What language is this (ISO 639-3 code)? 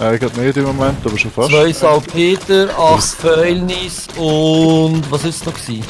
gsw